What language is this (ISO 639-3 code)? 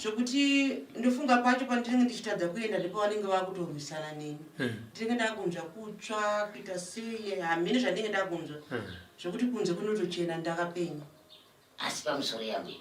sna